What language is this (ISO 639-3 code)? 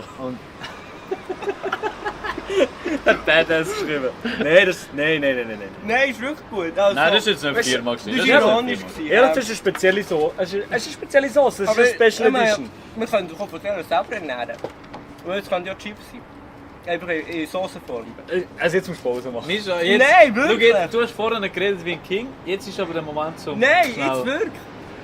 gsw